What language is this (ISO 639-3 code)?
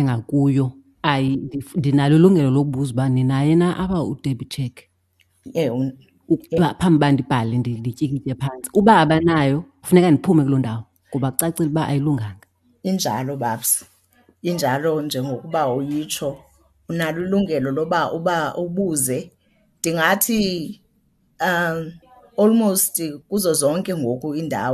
xho